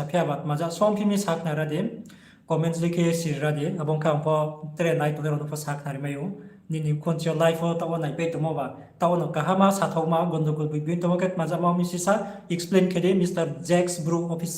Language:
Riang (India)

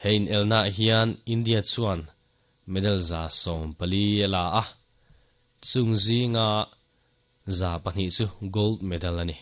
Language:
Mizo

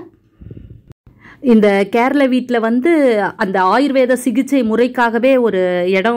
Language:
Tamil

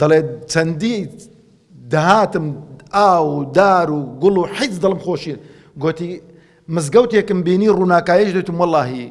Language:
Central Kurdish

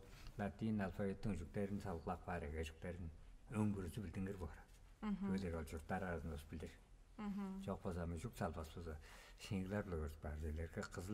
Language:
Tuvinian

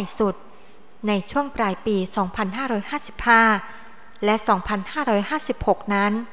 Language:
Thai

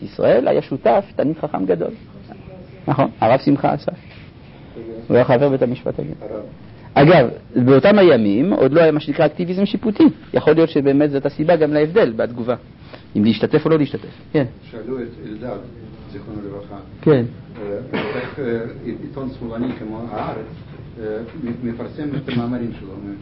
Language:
Hebrew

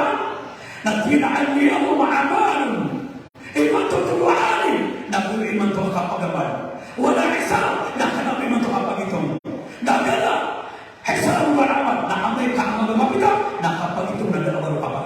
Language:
Maranao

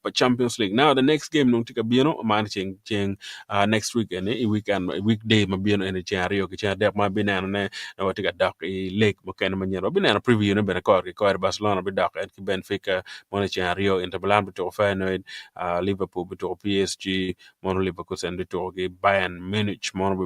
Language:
Acoli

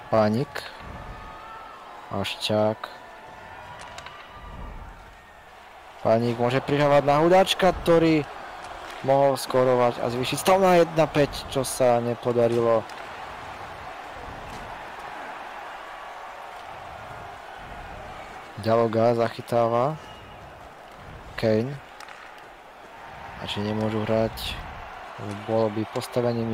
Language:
Slovak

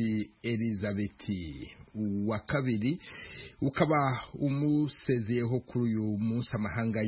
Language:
Kinyarwanda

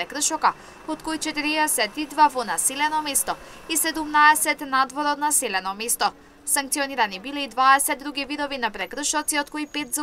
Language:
Macedonian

